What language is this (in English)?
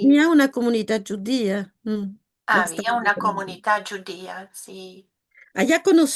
Ladino